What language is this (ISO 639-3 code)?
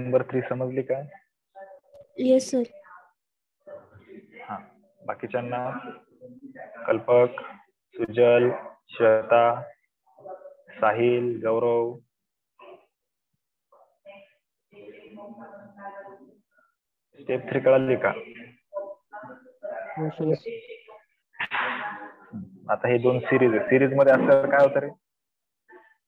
mar